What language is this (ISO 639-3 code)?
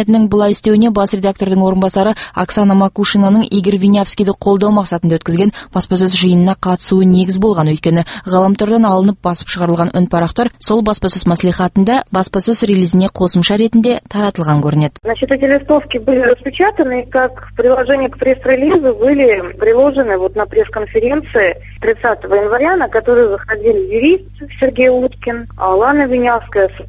kaz